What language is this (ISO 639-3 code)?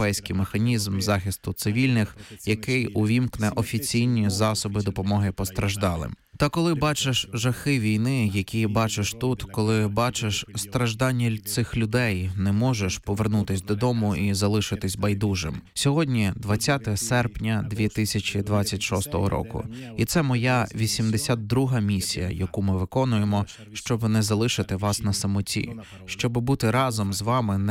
ukr